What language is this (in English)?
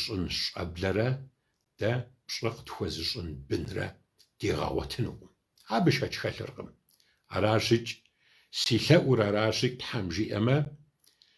Kabardian